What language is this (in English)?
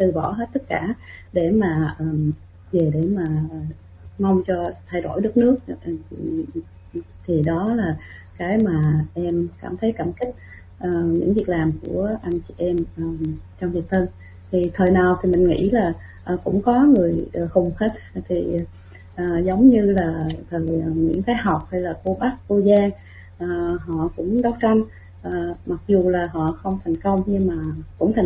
Vietnamese